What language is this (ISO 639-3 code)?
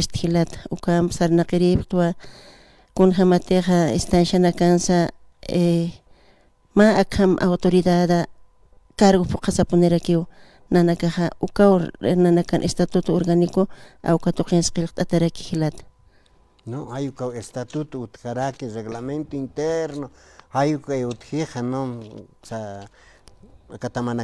aym